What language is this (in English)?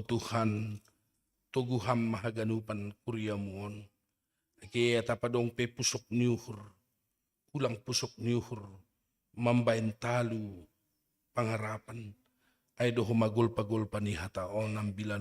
Batak Simalungun